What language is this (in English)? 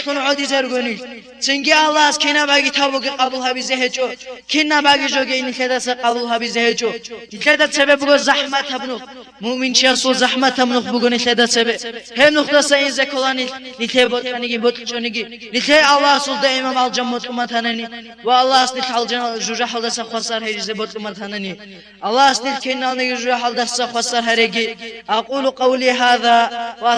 Avaric